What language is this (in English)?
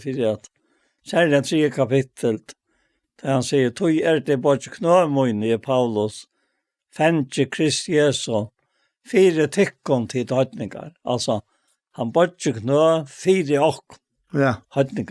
Faroese